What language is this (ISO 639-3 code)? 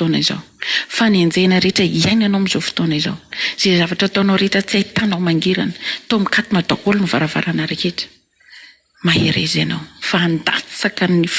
mlg